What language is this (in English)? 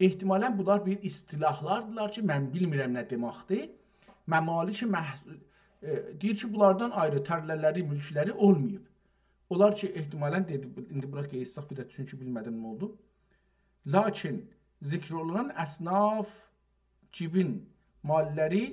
South Azerbaijani